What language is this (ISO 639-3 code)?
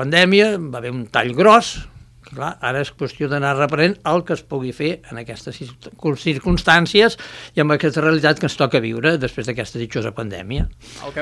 cat